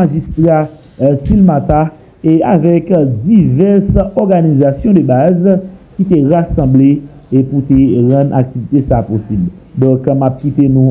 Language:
Haitian Creole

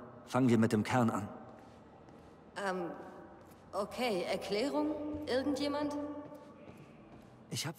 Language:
German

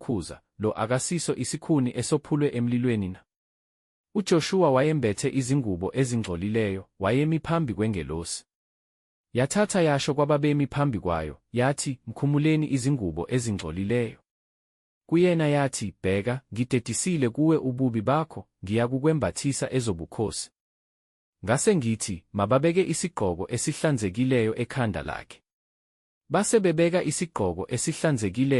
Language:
Zulu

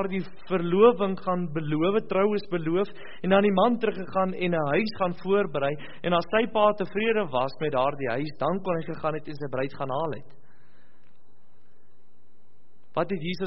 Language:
Afrikaans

